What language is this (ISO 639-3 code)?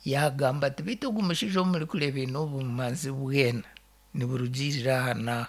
nyn